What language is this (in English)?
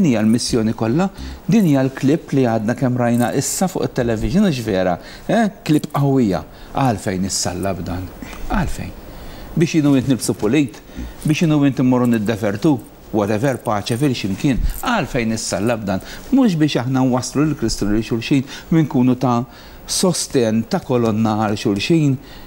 Maltese